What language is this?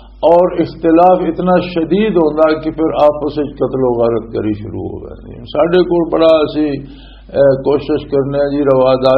Western Panjabi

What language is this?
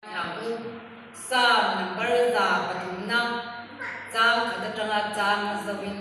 Mizo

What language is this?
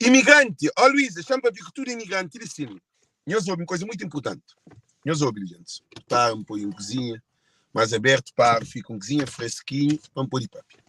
Kabuverdianu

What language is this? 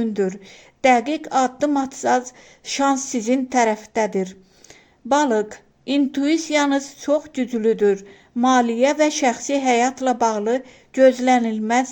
Azerbaijani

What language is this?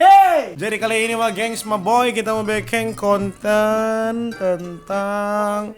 Manado Malay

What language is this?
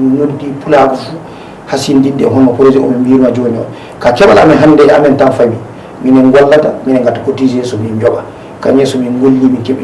Fula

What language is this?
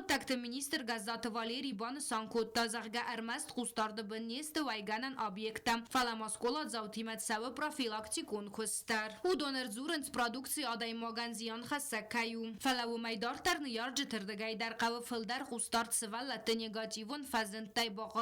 Ossetic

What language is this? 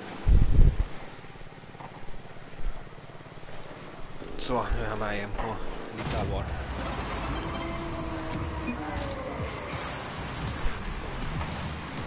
Swedish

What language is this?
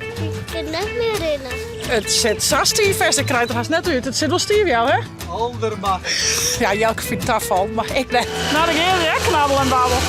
Western Frisian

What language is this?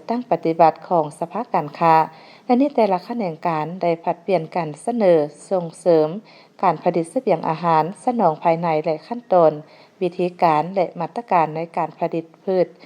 Lao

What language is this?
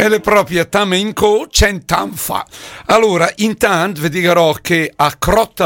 Lombard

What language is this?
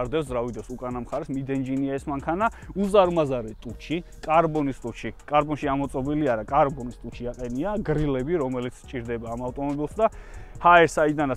Georgian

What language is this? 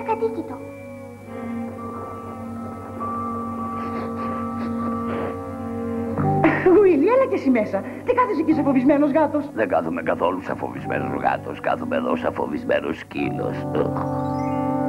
Greek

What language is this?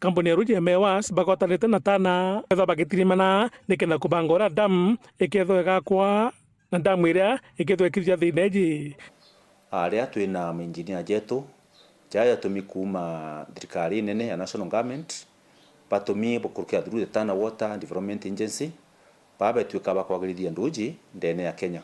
Meru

